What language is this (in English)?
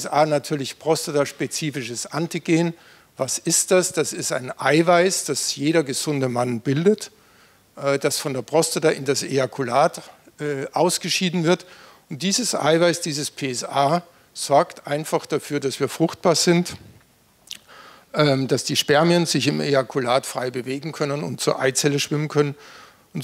German